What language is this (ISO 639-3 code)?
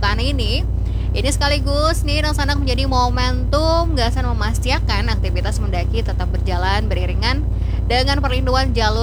bjn